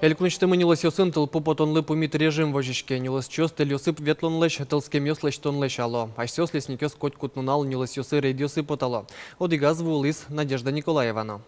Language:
Udmurt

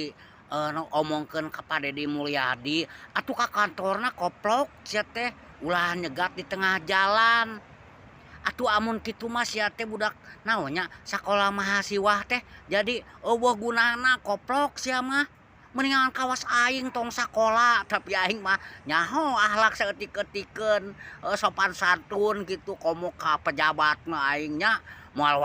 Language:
Sundanese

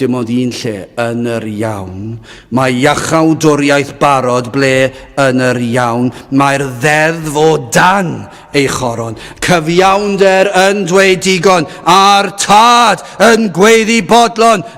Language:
Welsh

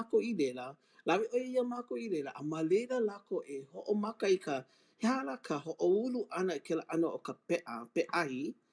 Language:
Hawaiian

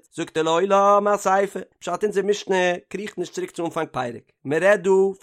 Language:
Yiddish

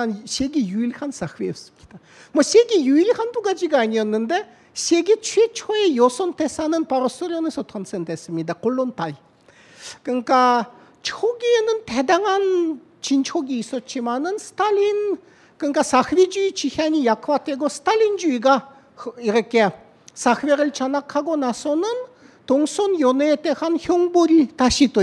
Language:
Korean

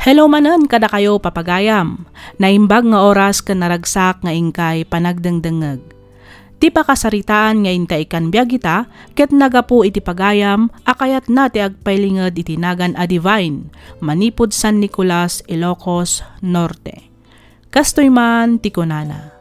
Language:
Iloko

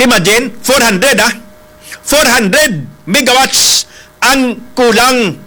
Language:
Hiligaynon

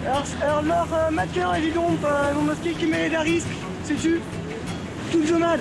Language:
Breton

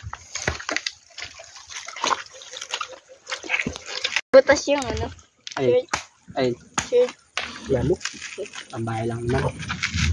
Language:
Filipino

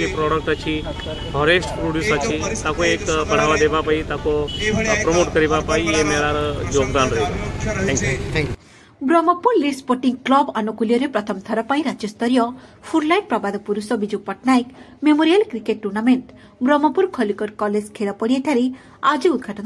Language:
Odia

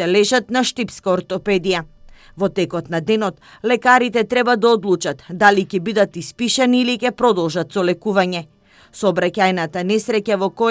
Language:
Macedonian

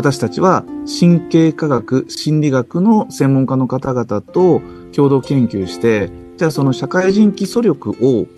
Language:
Japanese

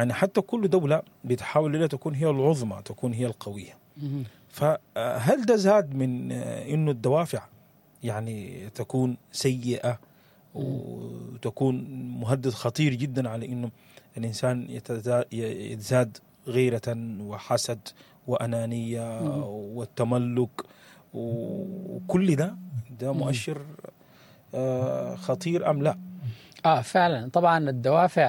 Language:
Sudanese Arabic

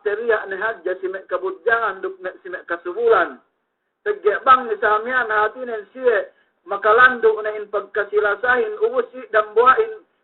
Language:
Yakan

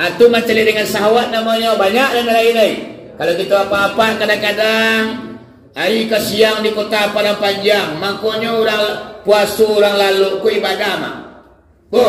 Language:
Minangkabau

